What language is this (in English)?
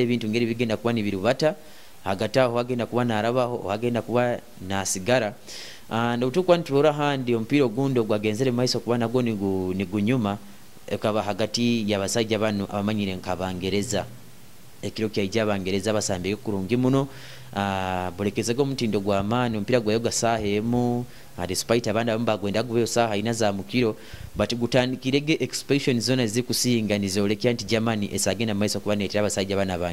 Nyoro